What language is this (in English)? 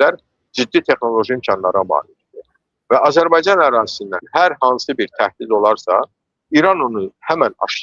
Azerbaijani